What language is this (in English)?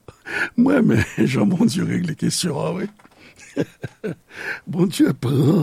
Haitian Creole